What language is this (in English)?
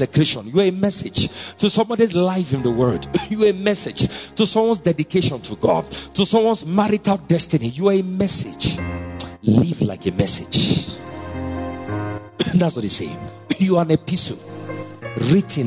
English